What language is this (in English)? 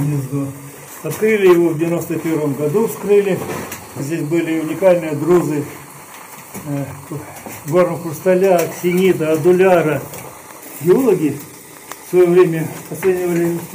Russian